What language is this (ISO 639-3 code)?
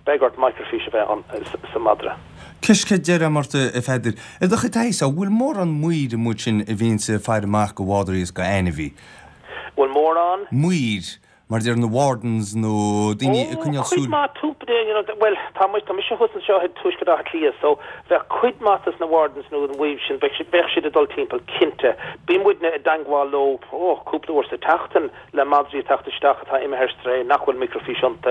gle